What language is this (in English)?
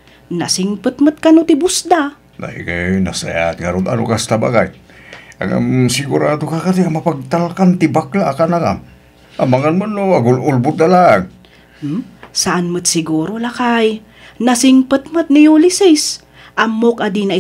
Iloko